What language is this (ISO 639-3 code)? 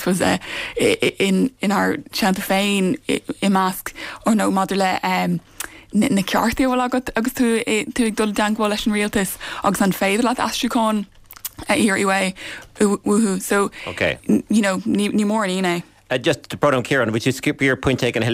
gle